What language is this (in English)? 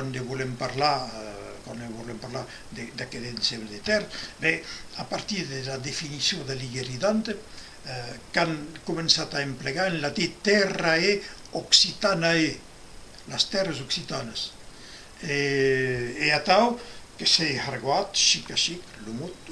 Occitan